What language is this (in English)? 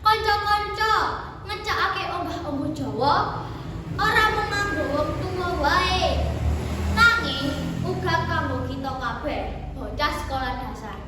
Javanese